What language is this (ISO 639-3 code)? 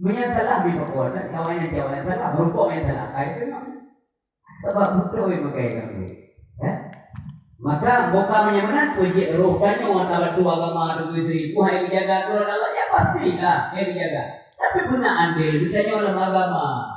ace